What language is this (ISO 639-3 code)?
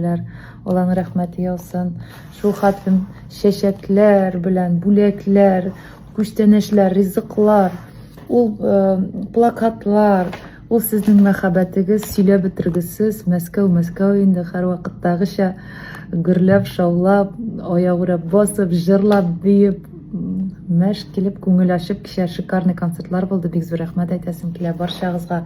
tat